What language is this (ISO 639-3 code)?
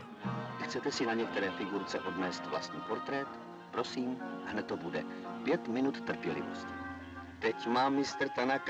ces